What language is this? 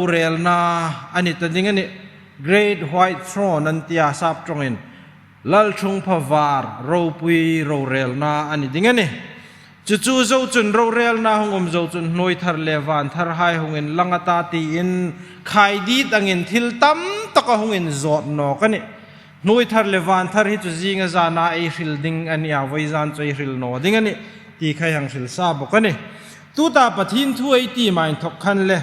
Hmar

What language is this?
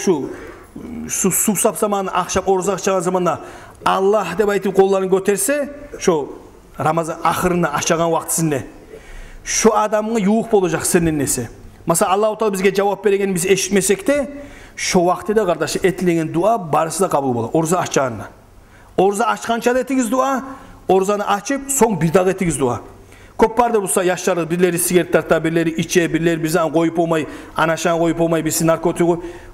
Kumyk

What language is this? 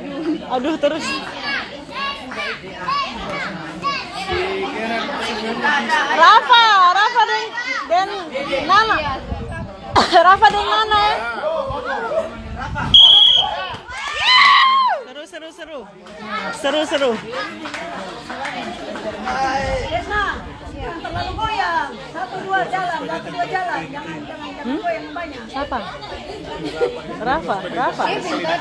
Indonesian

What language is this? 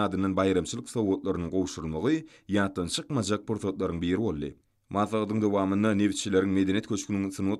Turkmen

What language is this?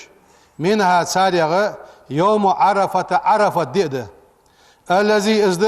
Ingush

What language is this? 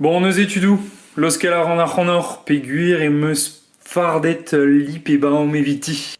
Breton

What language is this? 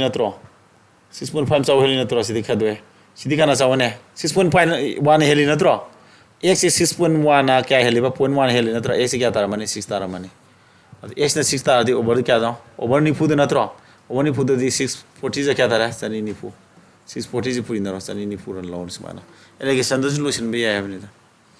Manipuri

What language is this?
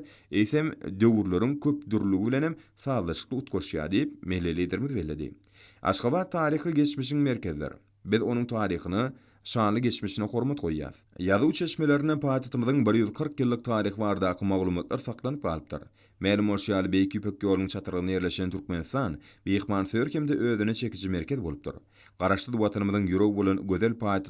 Turkmen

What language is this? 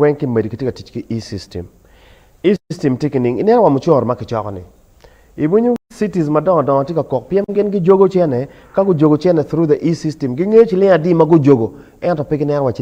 Acoli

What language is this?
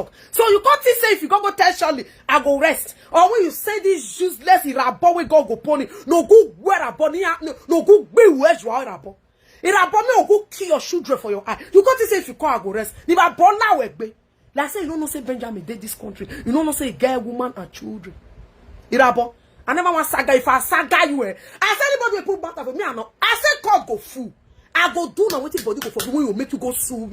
Nigerian Pidgin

